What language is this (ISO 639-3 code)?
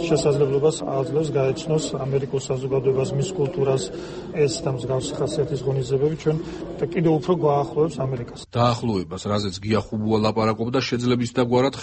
kat